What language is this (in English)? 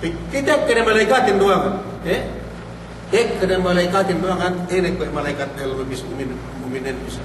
Yakan